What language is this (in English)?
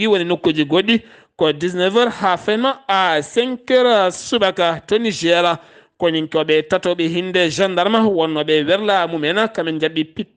Fula